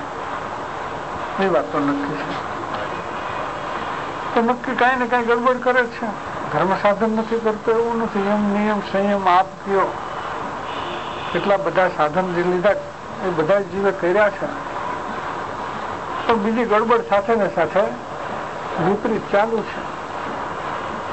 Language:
Gujarati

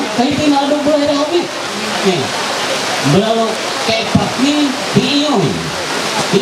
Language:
Ma'anyan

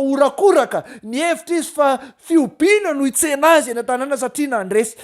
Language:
Malagasy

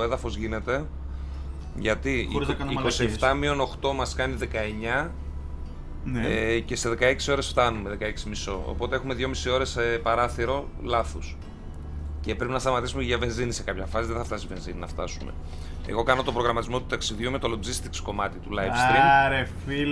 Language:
Greek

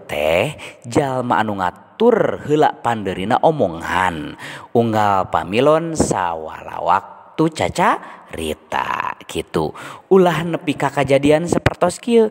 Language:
Sundanese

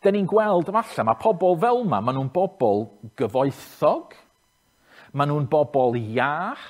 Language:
Welsh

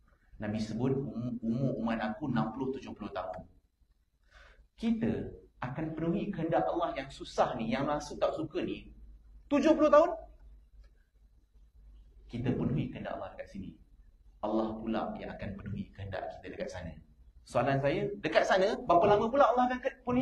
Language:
Malay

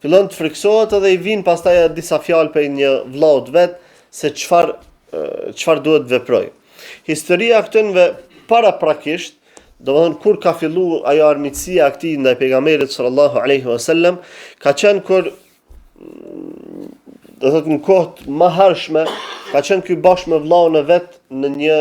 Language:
Albanian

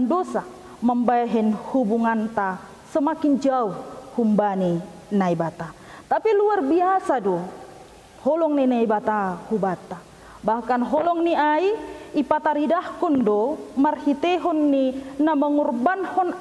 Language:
Batak Simalungun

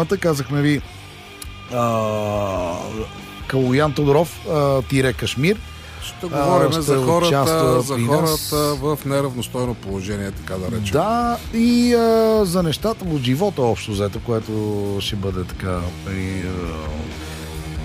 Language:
Bulgarian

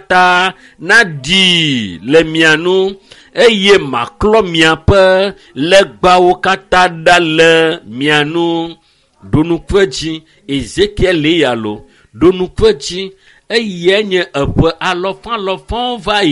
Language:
Ewe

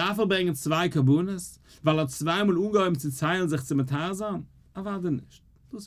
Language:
Yiddish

